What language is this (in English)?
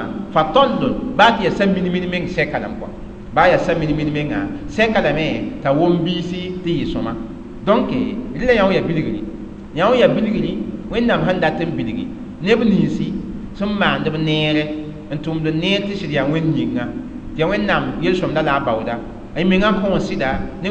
Mossi